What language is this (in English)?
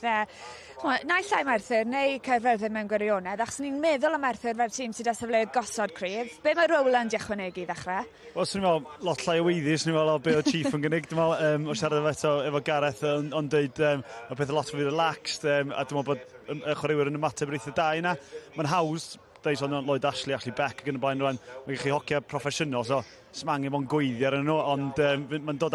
Welsh